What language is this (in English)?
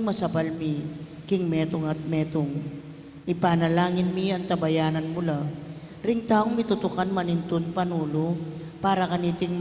Pampanga